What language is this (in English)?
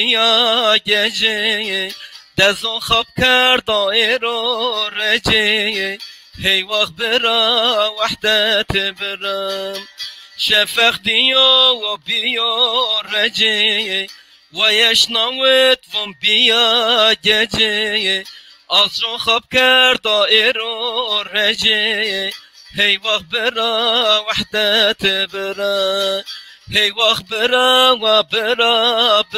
Zaza